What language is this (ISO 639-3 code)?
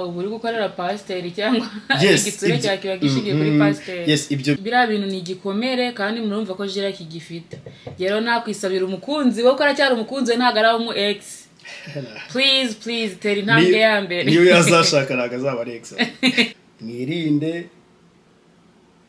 kin